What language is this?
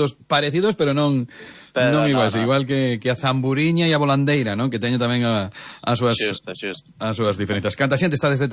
Galician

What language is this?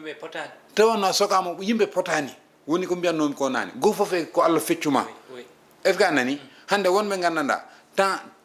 Fula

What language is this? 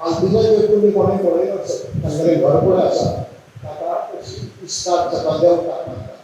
Konkani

